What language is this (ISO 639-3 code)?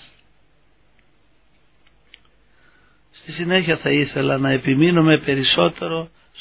ell